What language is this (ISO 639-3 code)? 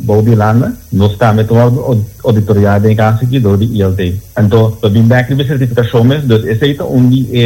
pap